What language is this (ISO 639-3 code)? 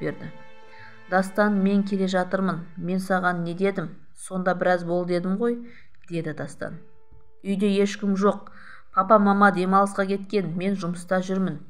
kaz